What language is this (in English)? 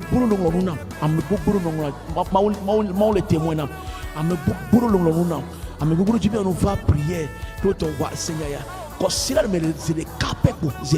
Ewe